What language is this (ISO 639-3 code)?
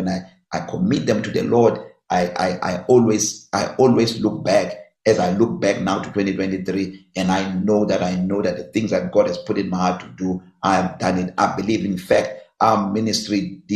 eng